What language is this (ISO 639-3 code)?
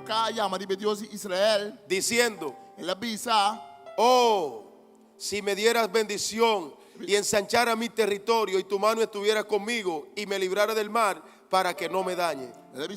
pap